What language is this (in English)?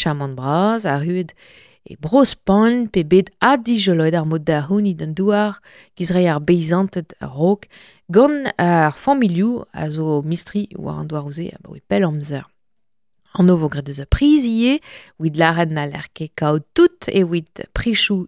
Breton